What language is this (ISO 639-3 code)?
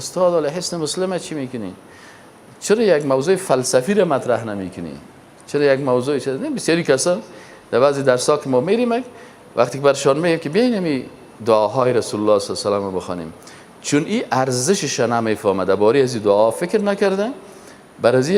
fas